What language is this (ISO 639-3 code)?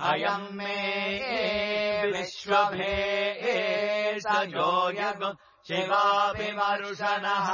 san